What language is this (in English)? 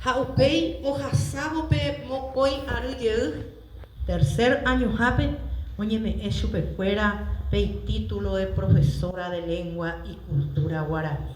Guarani